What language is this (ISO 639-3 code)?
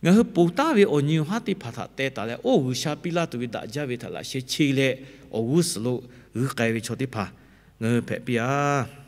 lhu